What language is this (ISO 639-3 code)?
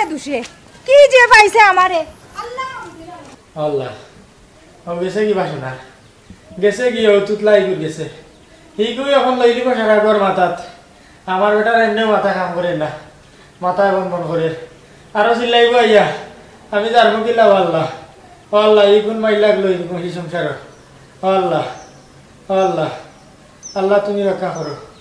syl